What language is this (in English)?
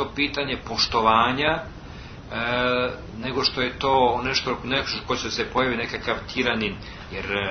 Serbian